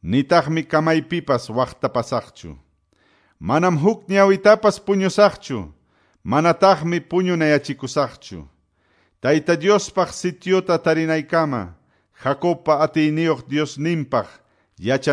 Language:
Quechua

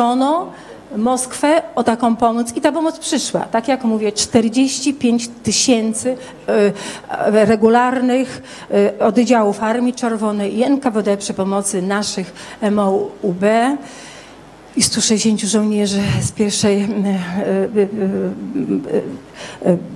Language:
Polish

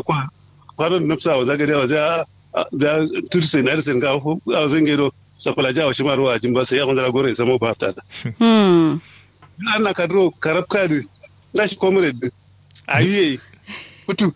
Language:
Kanuri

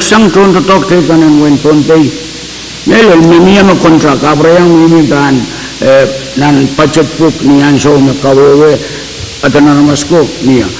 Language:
Pohnpeian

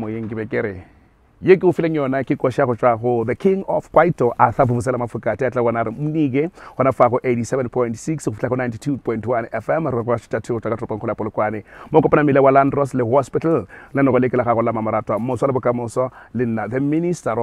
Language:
Northern Sotho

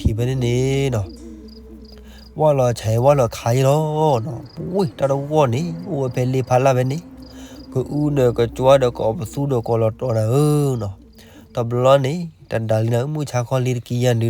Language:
S'gaw Karen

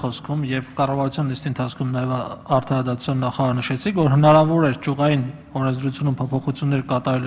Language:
Armenian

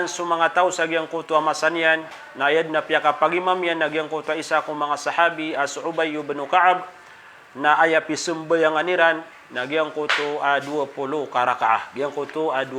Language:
Maranao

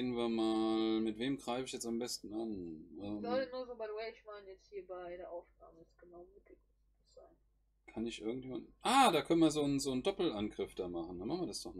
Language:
German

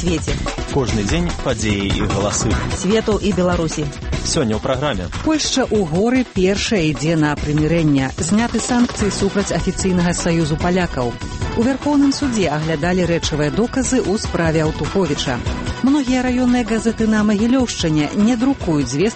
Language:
Belarusian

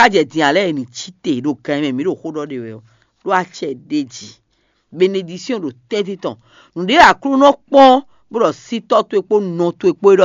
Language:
Fon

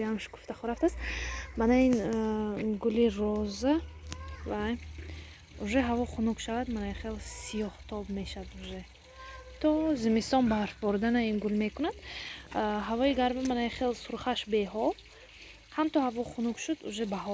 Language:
Tajik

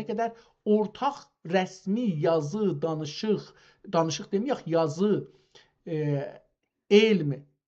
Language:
South Azerbaijani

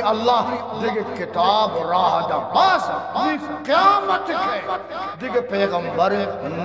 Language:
Eastern Balochi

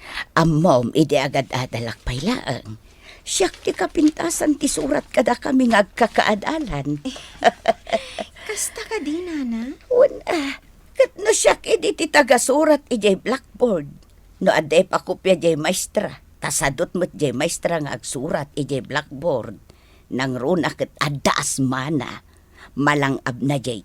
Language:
Iloko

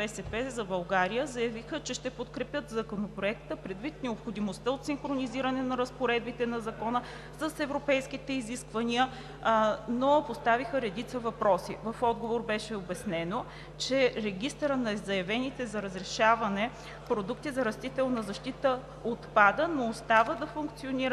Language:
Bulgarian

